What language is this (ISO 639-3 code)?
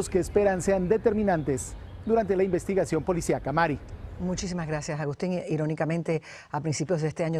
spa